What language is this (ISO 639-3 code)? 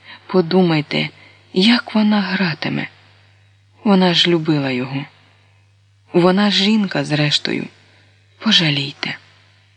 ukr